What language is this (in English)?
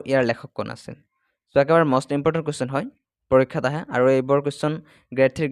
Assamese